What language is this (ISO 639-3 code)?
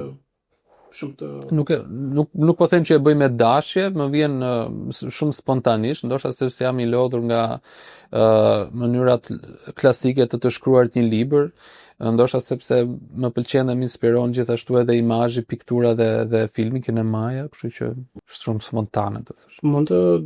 sqi